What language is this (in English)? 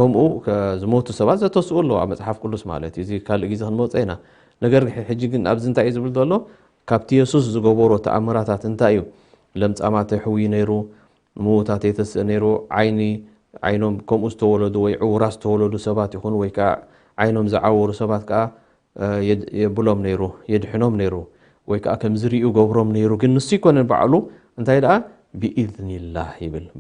Tigrinya